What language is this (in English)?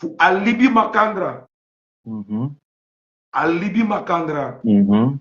Sranan Tongo